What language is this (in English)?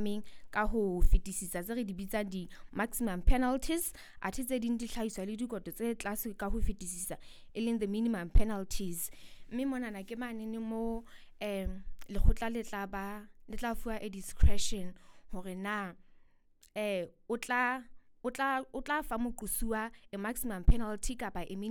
Southern Sotho